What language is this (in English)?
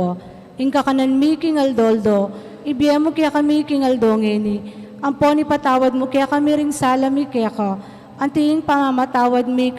Pampanga